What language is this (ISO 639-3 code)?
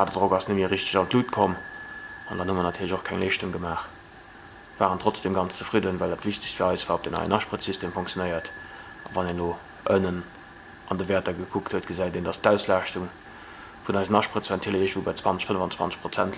ltz